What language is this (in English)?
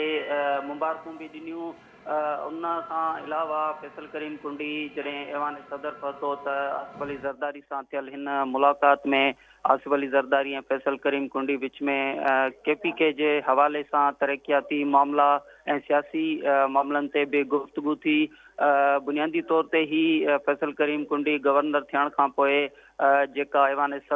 Sindhi